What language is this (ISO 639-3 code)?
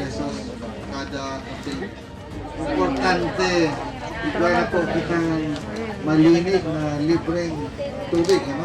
bik